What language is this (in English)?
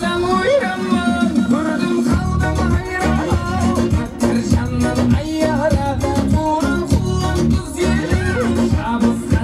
Kazakh